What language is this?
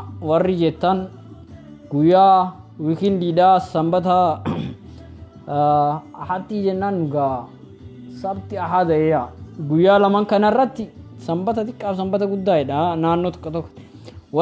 Oromo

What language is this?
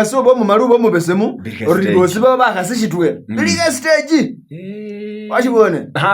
Masaaba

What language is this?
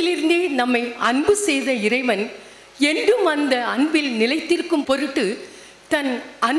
Tamil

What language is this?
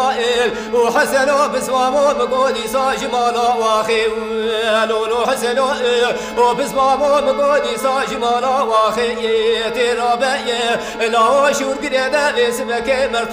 Kurdish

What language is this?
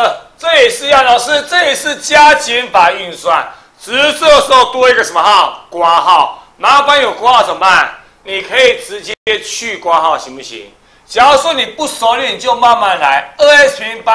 Chinese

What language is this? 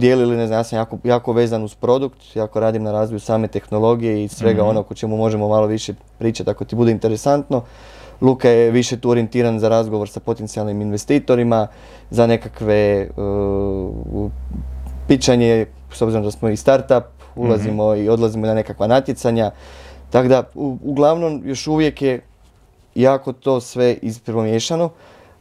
Croatian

